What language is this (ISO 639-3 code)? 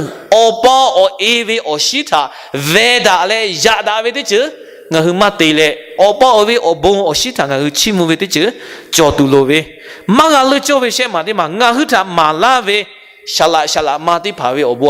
lhu